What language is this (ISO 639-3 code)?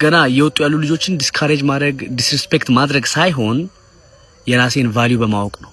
amh